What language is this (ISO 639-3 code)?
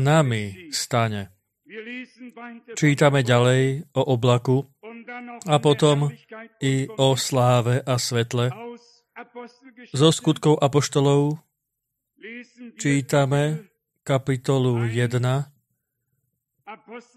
slk